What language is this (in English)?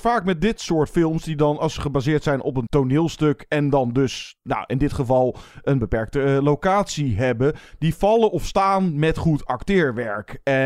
Dutch